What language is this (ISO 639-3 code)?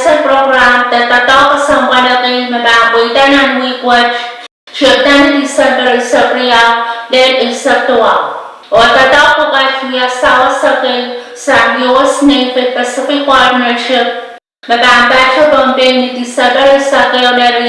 pon